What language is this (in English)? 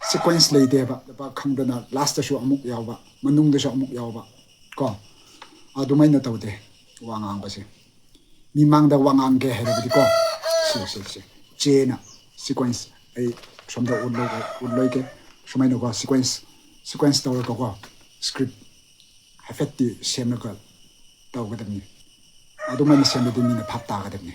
Manipuri